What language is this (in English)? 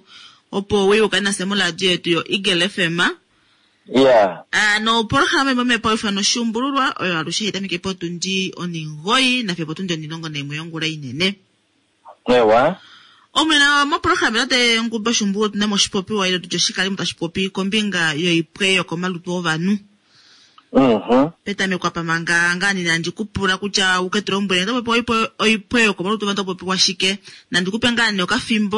Kuanyama